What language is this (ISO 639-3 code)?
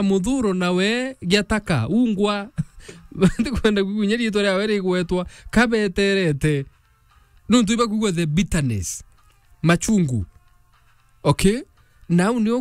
mer